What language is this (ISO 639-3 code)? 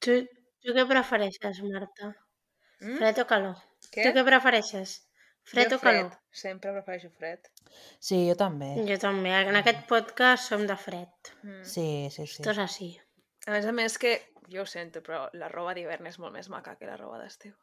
cat